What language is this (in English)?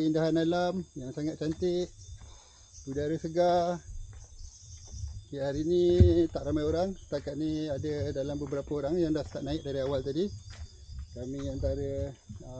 Malay